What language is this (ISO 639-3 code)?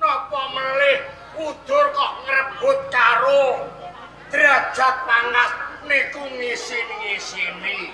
jav